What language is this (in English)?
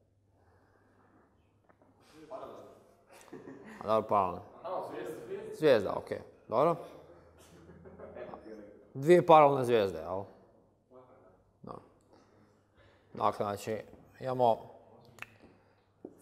Croatian